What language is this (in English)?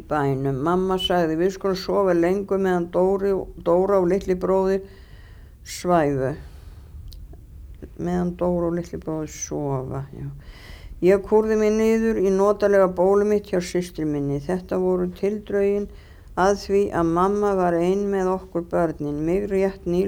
Icelandic